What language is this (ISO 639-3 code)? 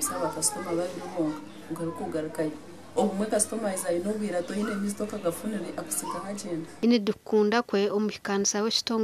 nyn